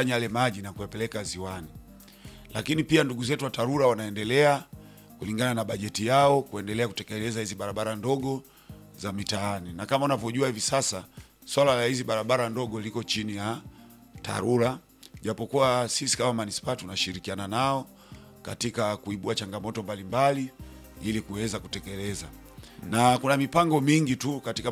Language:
Swahili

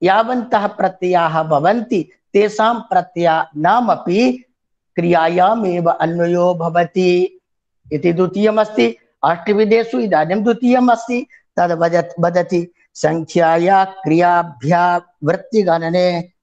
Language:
Sanskrit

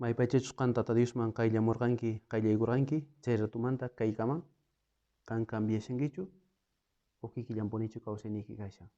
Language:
South Bolivian Quechua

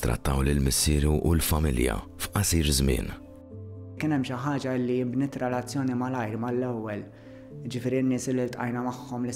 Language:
Maltese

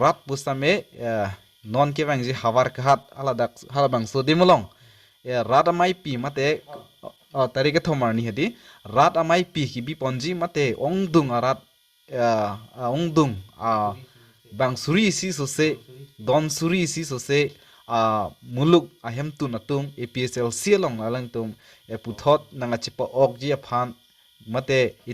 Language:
Karbi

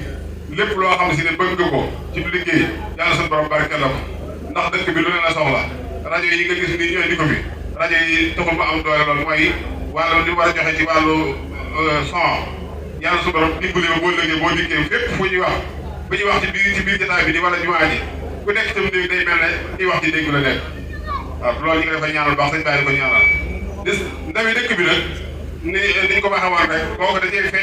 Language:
Wolof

